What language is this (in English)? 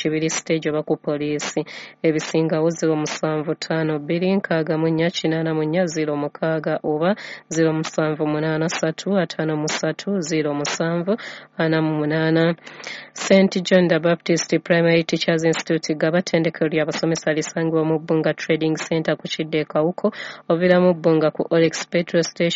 Ganda